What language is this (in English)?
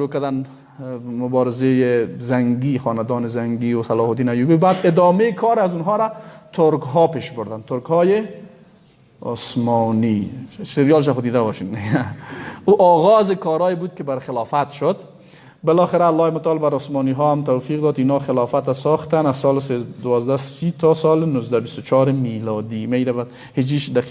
Persian